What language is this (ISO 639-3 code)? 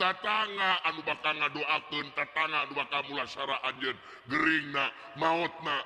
sun